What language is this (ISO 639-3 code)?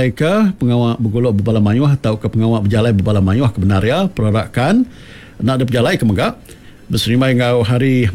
iba